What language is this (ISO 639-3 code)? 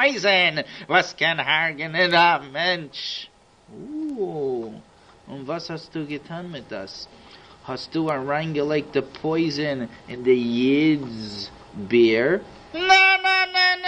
yid